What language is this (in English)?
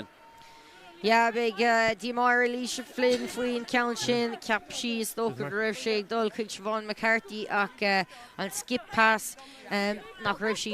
Irish